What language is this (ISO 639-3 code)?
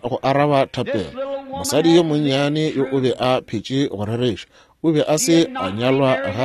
nso